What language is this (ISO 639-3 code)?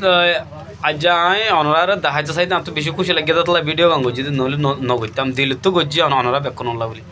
rhg